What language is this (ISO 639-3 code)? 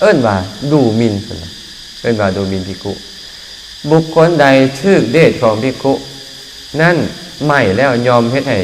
lao